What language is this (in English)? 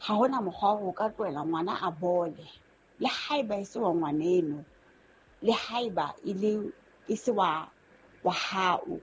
Southern Sotho